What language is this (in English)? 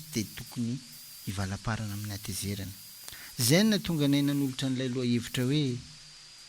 Malagasy